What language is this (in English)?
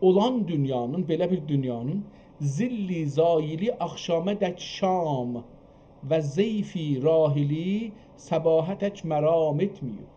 South Azerbaijani